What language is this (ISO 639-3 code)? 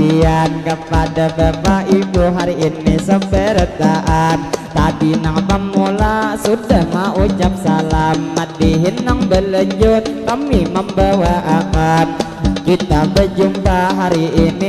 bjn